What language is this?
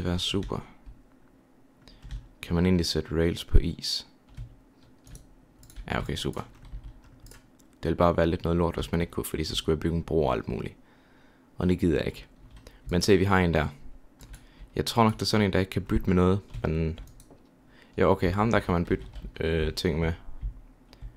Danish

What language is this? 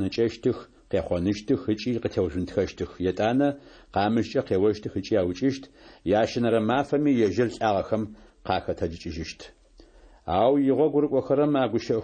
Adyghe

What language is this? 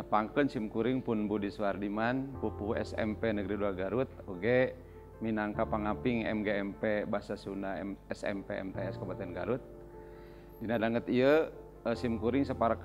Sundanese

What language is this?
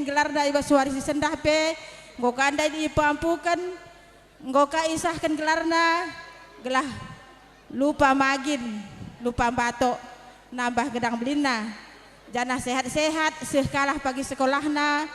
Batak Karo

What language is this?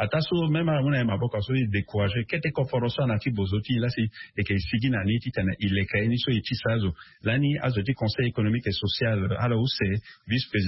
Sango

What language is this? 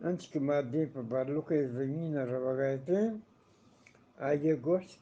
Eastern Balochi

